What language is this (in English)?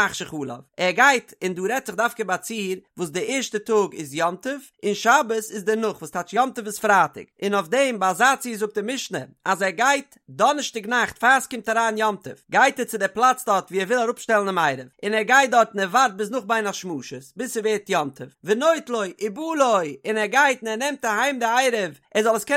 Yiddish